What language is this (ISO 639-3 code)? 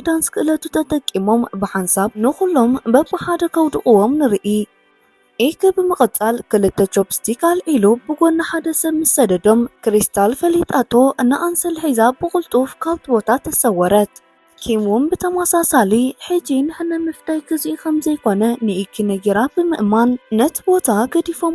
tir